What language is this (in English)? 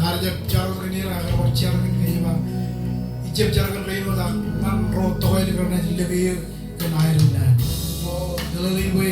Marshallese